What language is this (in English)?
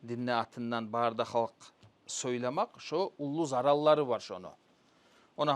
Kumyk